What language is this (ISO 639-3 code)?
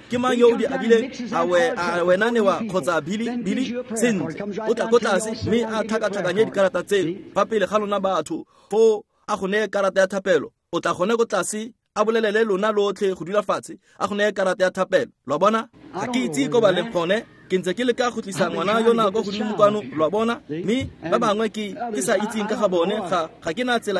tsn